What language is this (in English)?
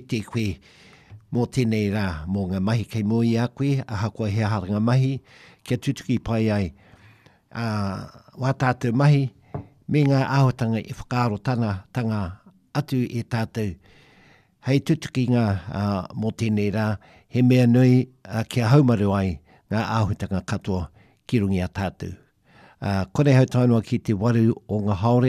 Māori